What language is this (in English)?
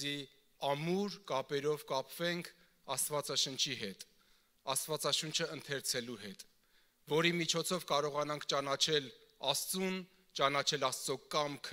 Armenian